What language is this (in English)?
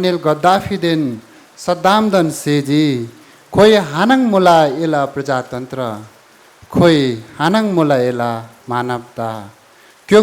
Newari